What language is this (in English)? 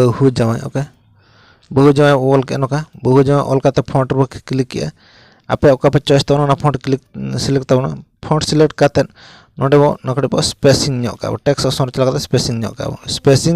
Santali